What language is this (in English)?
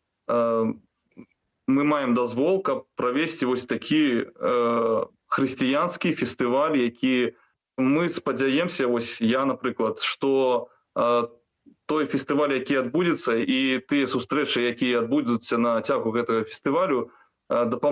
Belarusian